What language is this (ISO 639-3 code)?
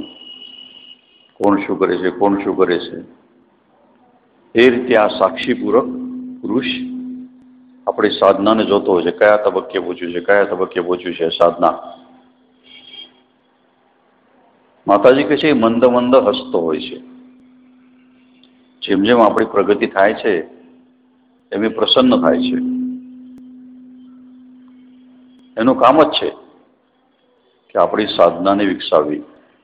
guj